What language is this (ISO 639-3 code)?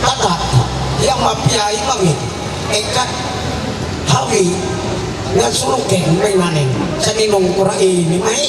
mhy